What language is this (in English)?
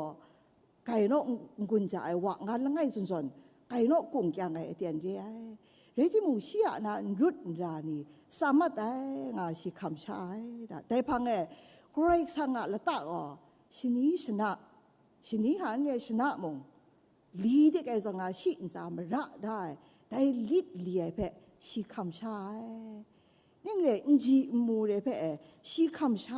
Kachin